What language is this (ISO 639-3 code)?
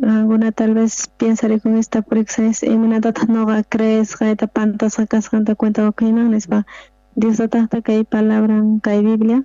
quh